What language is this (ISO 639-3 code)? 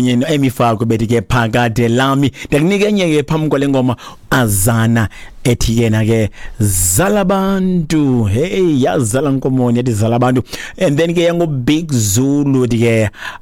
xho